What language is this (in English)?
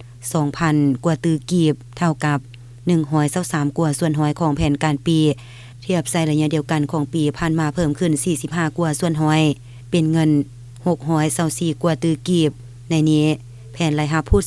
Lao